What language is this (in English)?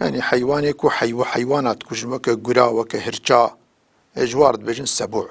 Kurdish